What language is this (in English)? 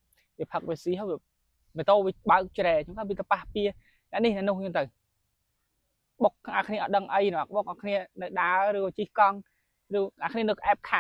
Khmer